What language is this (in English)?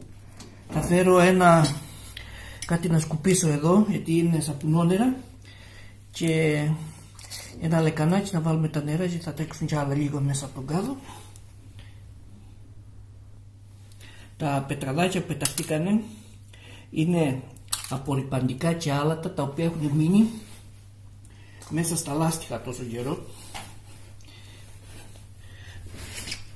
Greek